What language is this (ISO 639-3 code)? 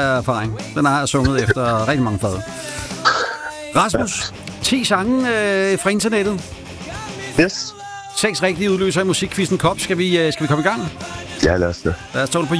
dan